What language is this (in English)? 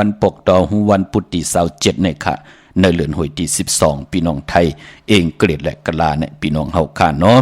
Shan